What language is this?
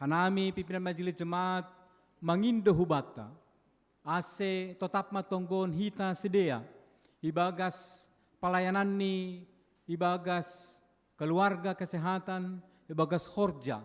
Batak Simalungun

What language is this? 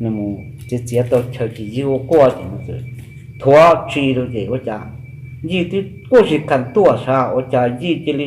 Hmong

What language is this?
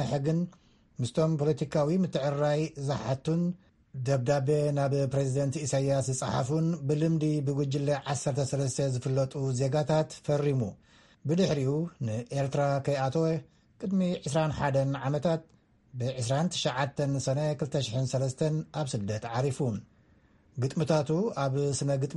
Tigrinya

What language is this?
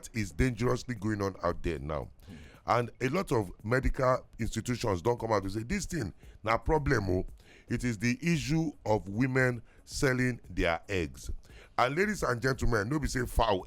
Nigerian Pidgin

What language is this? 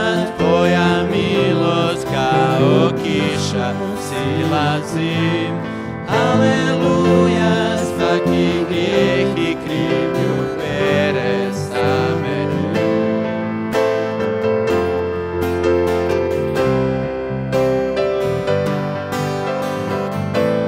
Croatian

